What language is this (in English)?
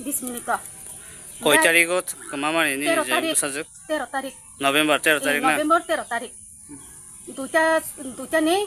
Kok Borok